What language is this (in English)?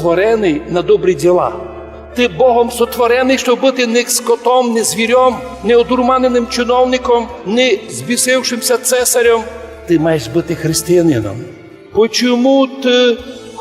Rusyn